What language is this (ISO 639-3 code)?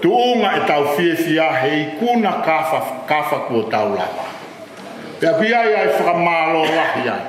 ton